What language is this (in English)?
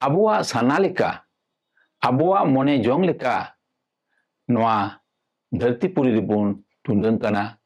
Santali